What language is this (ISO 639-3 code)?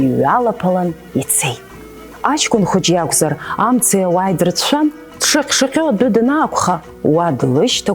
abk